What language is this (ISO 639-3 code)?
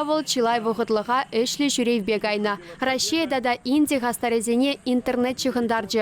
chv